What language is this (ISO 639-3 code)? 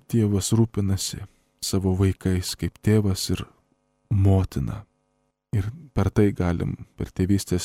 lit